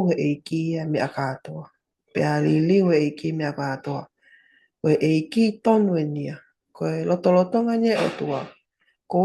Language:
Tongan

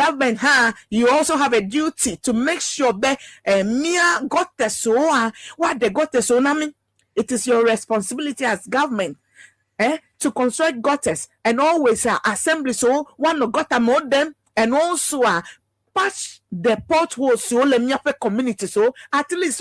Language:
Ewe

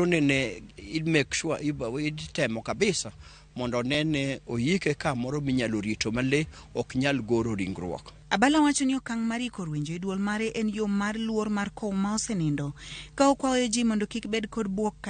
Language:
Luo (Kenya and Tanzania)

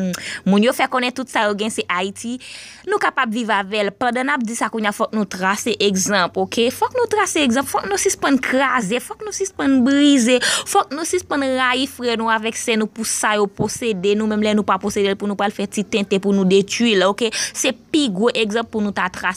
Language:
Haitian Creole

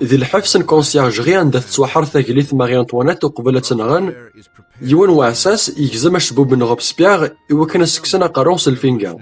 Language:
Kabyle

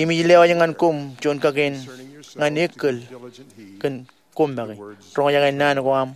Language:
Marshallese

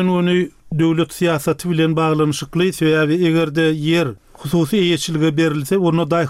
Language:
Turkmen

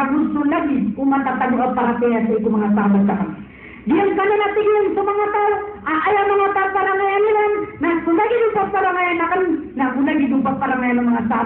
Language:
Maranao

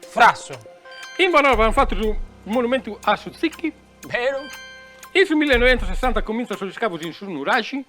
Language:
Sardinian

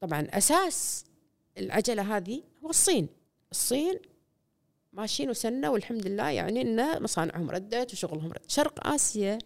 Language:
Gulf Arabic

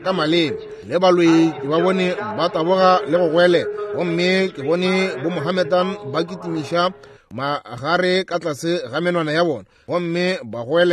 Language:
Northern Sotho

